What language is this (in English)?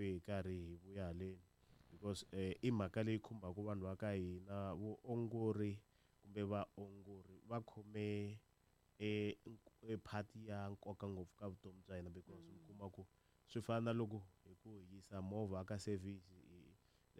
Tsonga